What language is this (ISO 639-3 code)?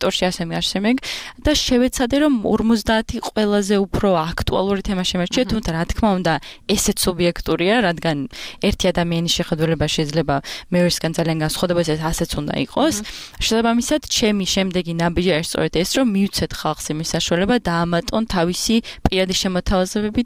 kat